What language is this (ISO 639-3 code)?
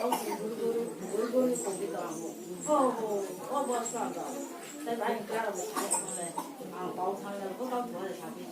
ria